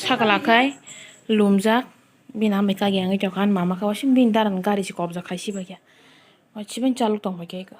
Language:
Kok Borok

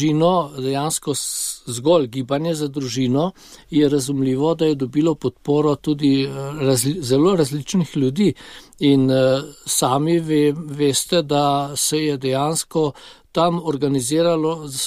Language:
Slovenian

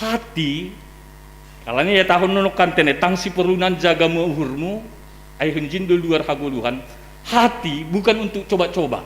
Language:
Batak Simalungun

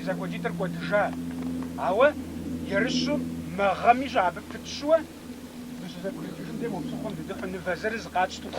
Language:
Kabardian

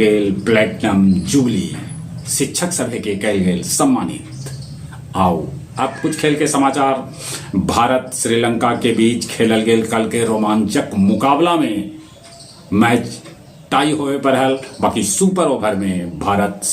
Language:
Magahi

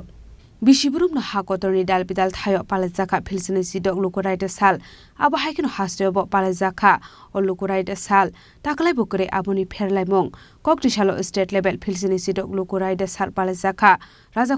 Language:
Kok Borok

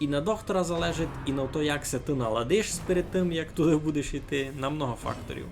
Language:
Rusyn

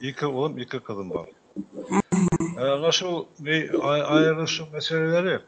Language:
Bashkir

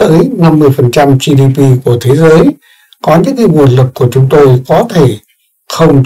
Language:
Vietnamese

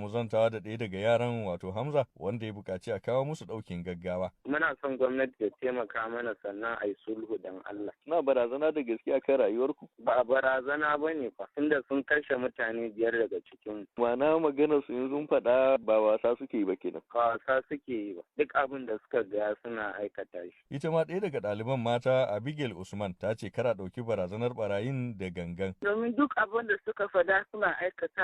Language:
Hausa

